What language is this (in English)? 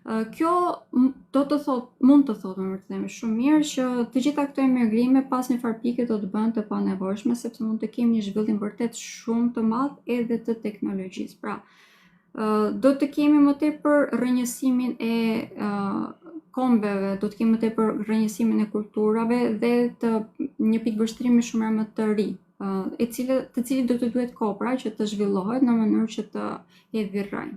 Albanian